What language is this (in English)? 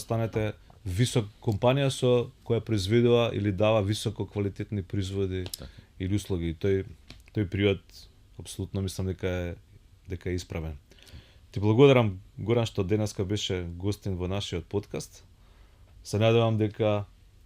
Macedonian